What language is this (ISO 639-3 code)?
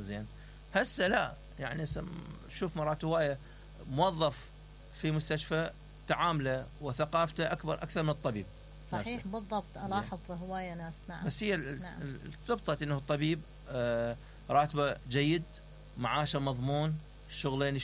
acm